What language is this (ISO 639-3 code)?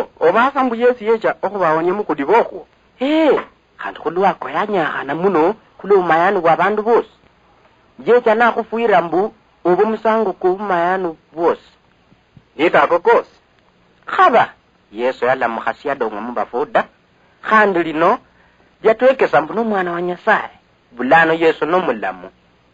luy